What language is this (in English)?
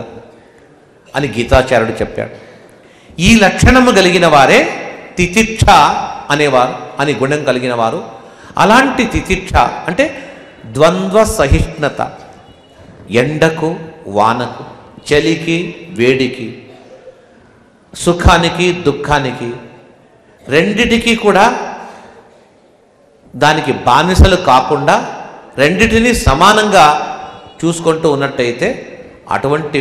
Telugu